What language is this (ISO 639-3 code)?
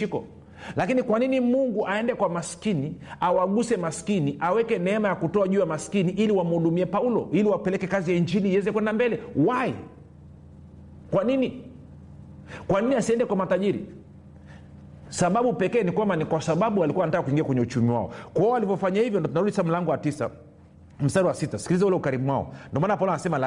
swa